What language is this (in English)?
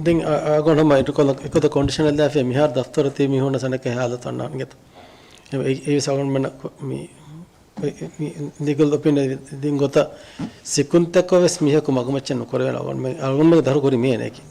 Divehi